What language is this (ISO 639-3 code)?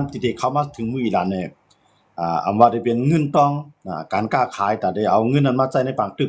shn